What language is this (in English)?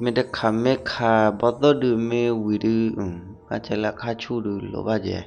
S'gaw Karen